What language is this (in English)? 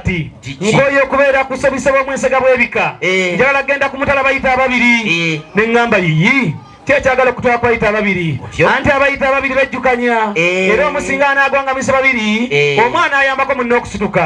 Ganda